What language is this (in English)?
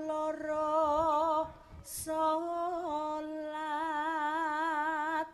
Javanese